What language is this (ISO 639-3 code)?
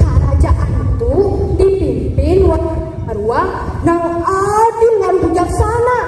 bjn